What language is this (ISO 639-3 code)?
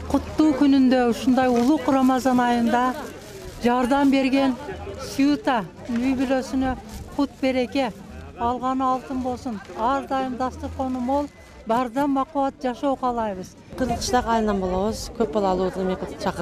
kir